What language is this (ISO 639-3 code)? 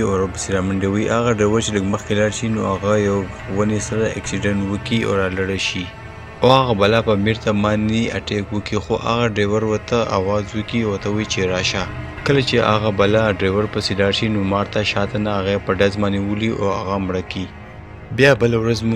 pus